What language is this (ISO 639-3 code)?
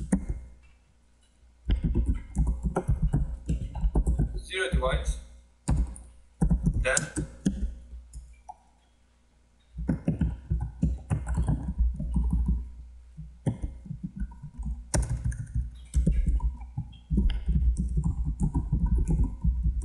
tur